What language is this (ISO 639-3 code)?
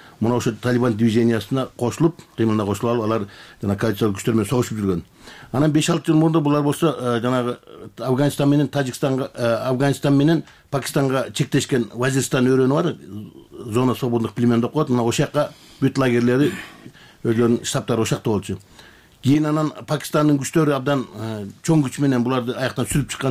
kir